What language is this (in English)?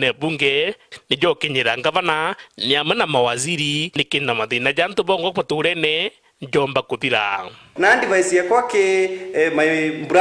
Meru